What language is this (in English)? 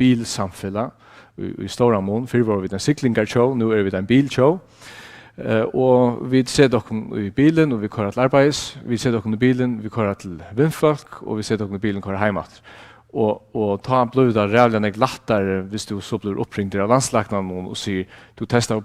Faroese